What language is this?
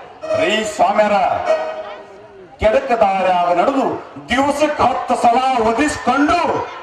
Kannada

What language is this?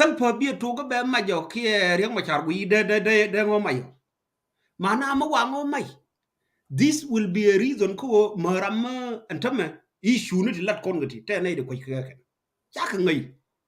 Nuer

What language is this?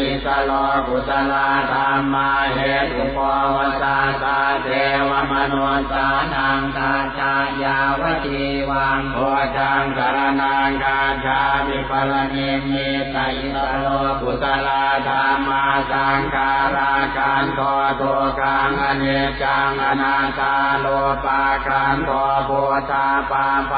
Pali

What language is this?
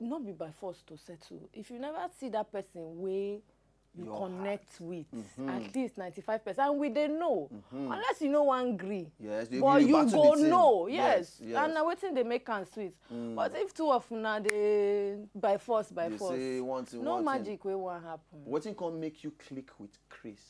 Nigerian Pidgin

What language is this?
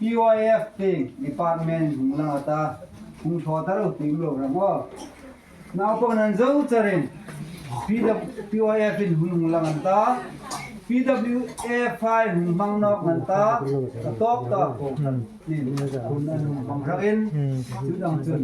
Hmar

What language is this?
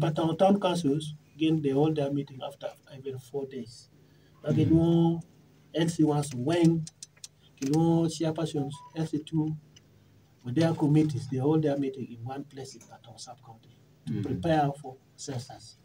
Acoli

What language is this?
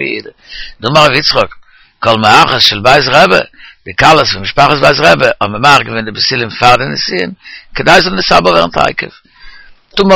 Yiddish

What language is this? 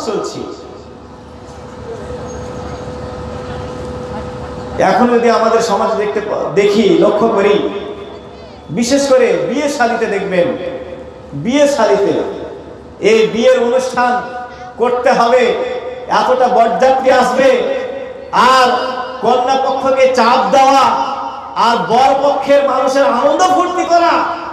Bangla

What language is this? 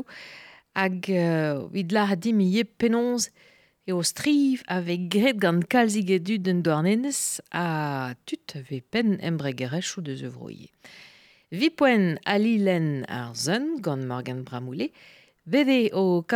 Breton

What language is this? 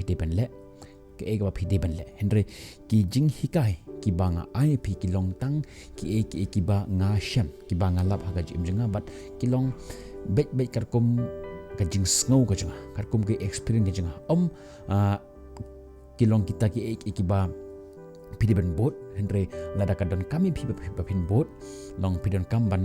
Khasi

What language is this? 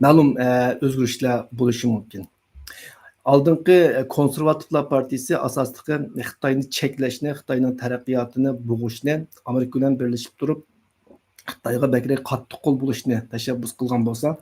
Uyghur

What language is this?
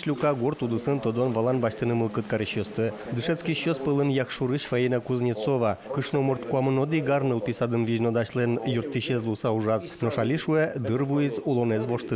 Udmurt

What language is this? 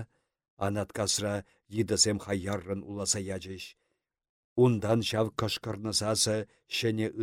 Chuvash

